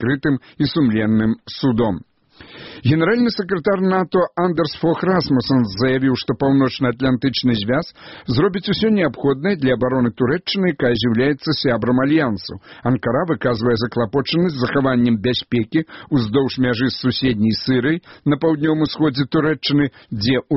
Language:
Belarusian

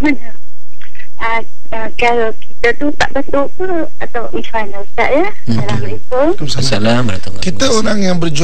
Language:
Malay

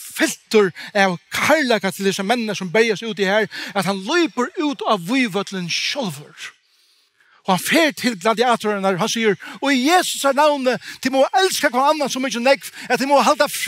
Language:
Faroese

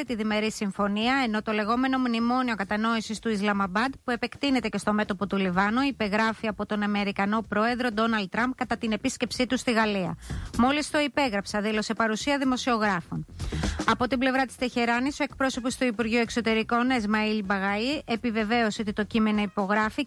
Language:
Greek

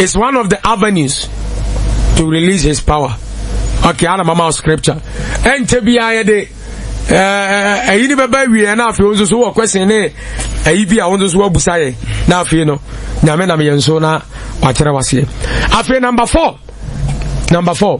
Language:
Akan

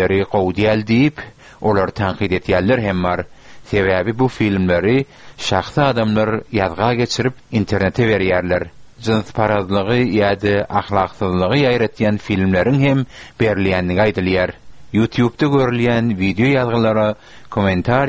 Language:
Turkmen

